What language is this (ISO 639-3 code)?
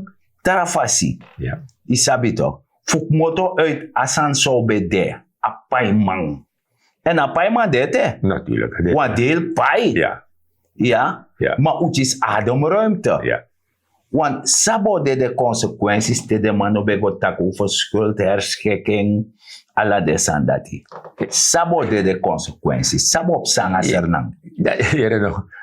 srn